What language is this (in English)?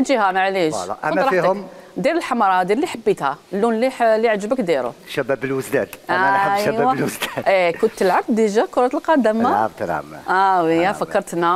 Algerian Arabic